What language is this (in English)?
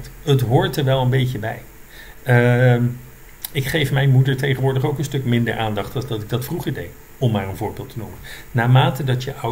Dutch